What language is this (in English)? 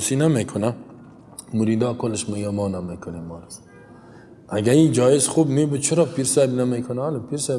Persian